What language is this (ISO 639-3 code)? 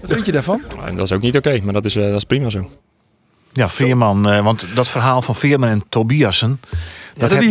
fry